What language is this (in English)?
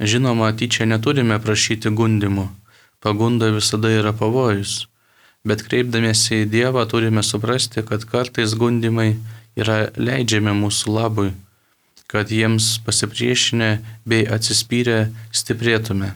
Lithuanian